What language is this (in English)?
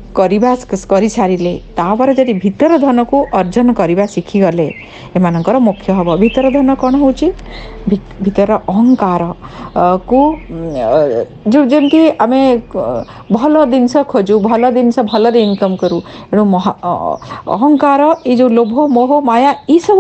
Odia